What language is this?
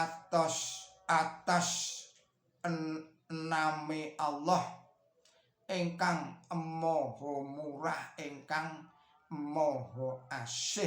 Javanese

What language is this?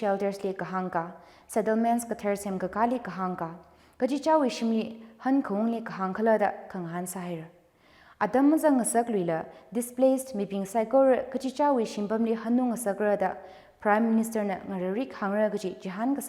Tangkhul Naga (India)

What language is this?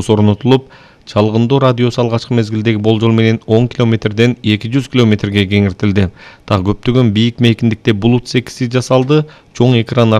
Kyrgyz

